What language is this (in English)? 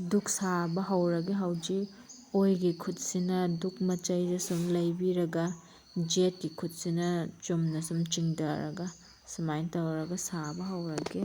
Manipuri